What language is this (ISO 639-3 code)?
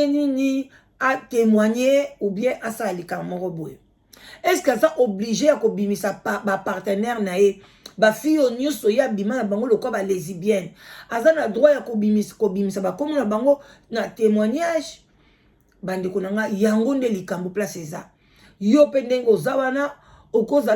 lin